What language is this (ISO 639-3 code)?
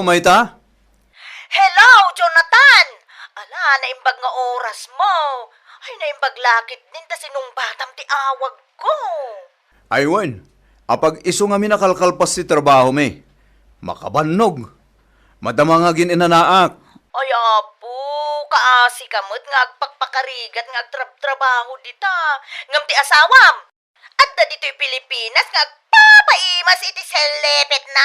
ilo